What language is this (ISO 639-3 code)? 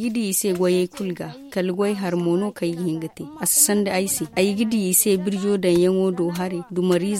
dje